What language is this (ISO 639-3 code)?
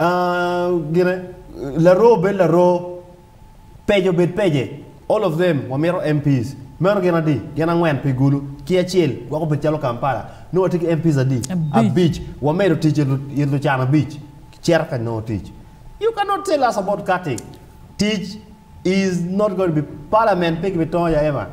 ach